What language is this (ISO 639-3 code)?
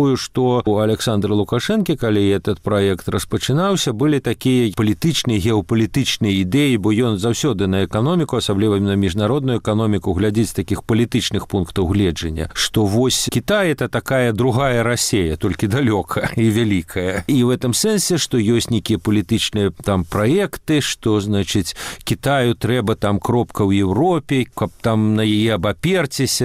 bel